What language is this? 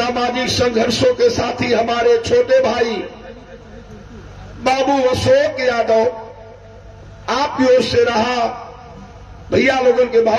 Bhojpuri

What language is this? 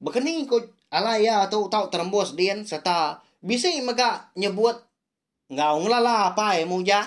Iban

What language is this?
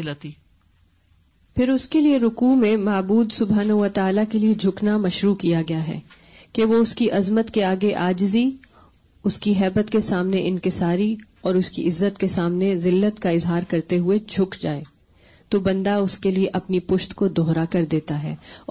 Urdu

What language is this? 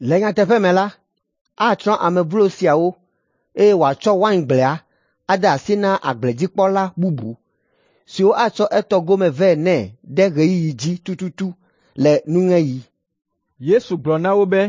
Ewe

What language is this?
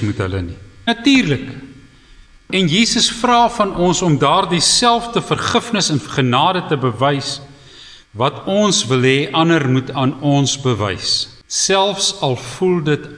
Afrikaans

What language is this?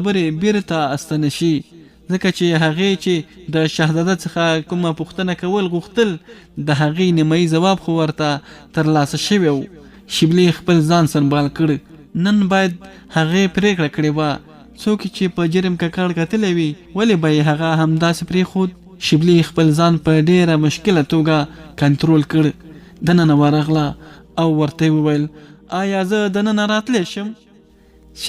Pashto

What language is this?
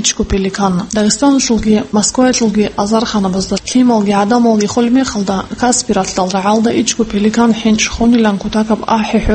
Avaric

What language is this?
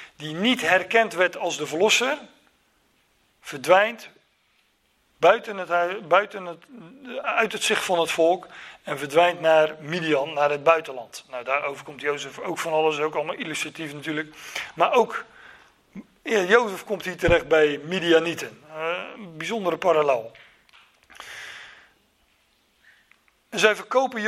Dutch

